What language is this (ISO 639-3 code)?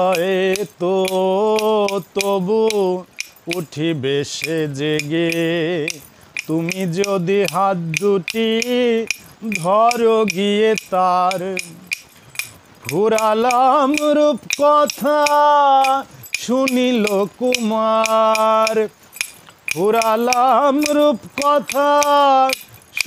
ben